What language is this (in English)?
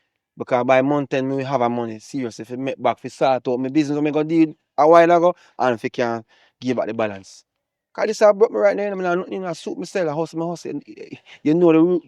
Jamaican Creole English